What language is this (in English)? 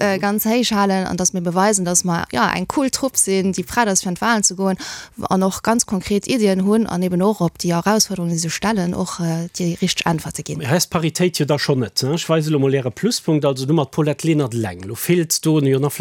Luxembourgish